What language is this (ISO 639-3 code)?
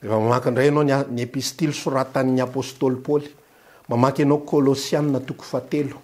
mlg